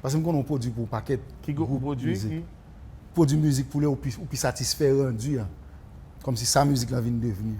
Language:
Haitian Creole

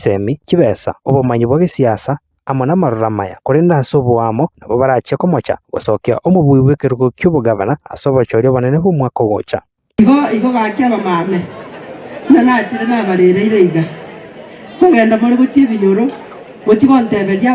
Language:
Gusii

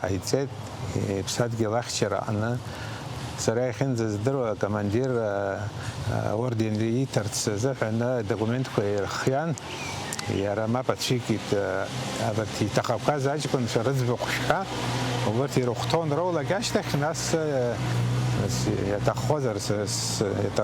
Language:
Abkhazian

